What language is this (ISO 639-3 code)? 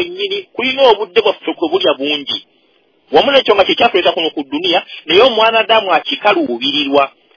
lug